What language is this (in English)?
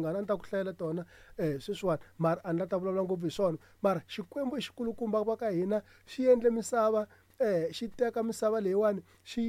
Tsonga